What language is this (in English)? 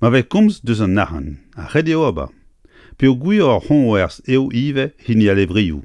Breton